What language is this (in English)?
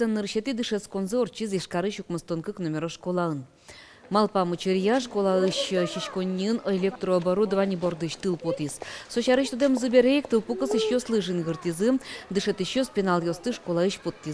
Udmurt